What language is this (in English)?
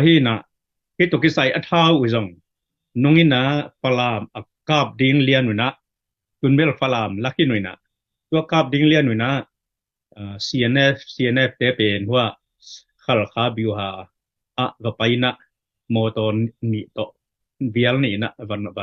Tedim Chin